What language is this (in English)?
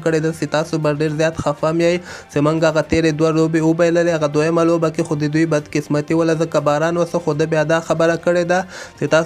Pashto